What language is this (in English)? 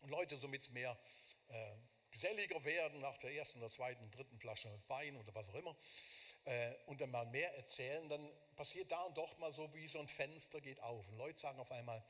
Swiss German